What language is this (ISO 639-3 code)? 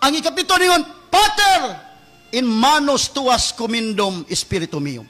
ceb